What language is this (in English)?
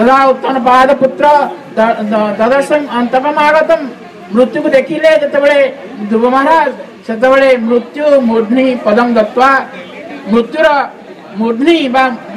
Odia